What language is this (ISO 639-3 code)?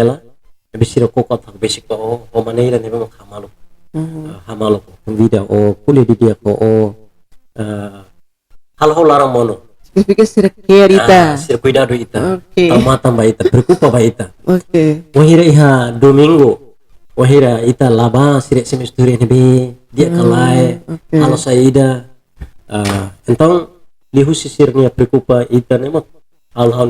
tet